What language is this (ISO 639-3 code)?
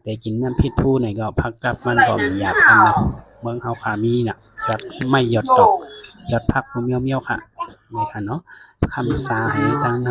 shn